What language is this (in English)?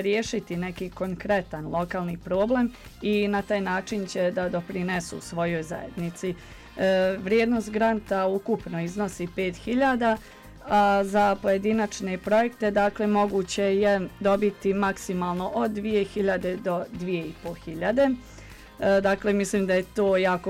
Bosnian